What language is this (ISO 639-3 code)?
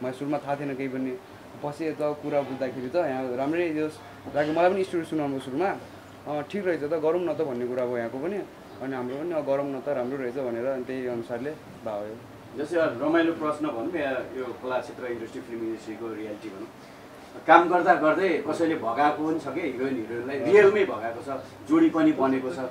nep